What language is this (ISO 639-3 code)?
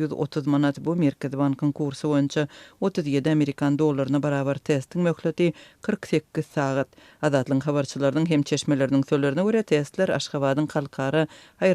tuk